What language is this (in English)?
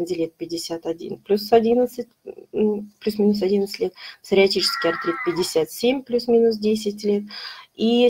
Russian